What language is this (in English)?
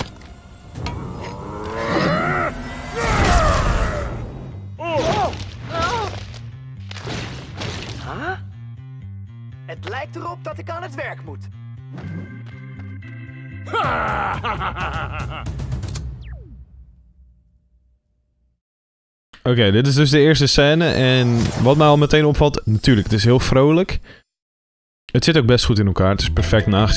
Dutch